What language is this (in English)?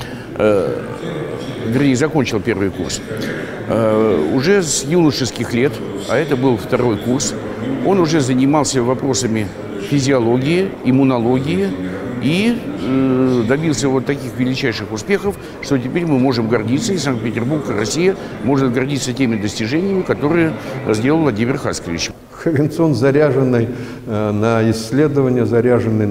Russian